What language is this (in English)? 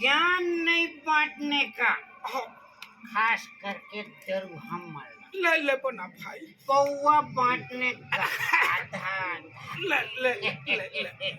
Chhattisgarhi